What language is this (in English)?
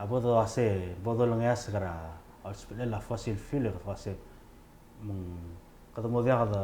Palauan